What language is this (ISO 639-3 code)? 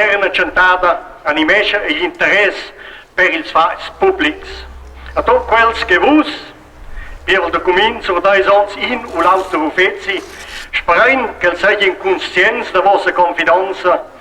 roh